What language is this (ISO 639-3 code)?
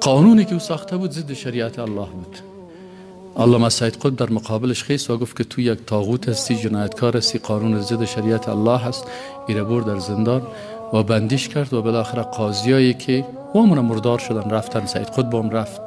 fas